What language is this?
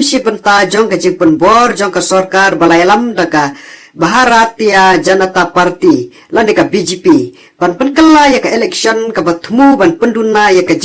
Khasi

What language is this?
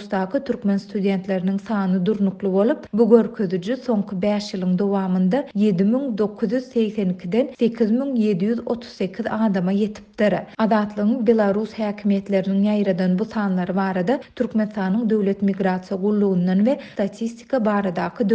Turkmen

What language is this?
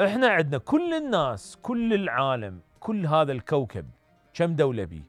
Mesopotamian Arabic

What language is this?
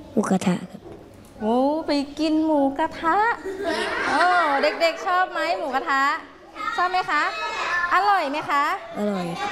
Thai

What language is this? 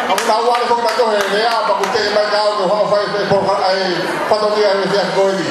Tongan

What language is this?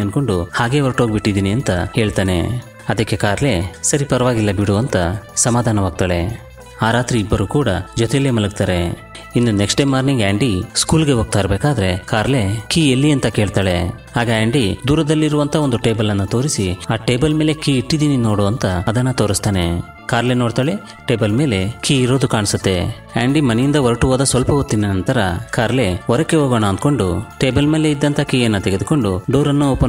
Kannada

